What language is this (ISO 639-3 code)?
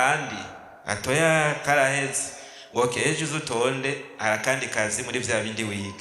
run